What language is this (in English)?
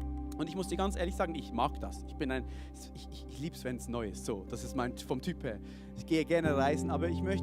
Swiss German